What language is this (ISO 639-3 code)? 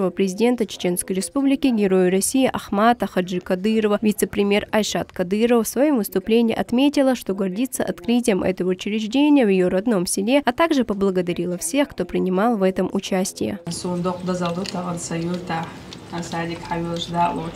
che